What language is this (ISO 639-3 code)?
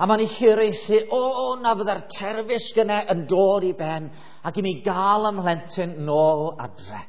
cym